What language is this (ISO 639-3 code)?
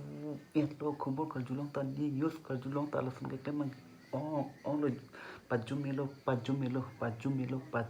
mjw